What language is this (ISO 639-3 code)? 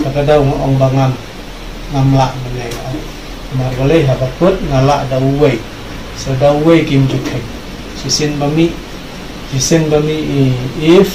kha